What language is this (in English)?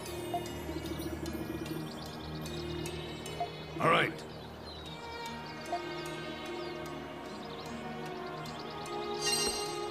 English